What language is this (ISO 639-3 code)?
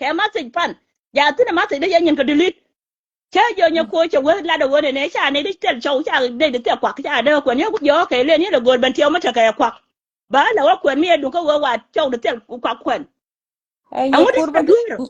nus